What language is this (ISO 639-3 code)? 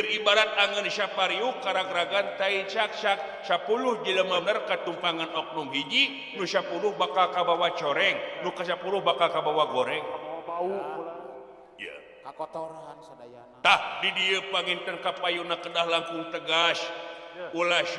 sun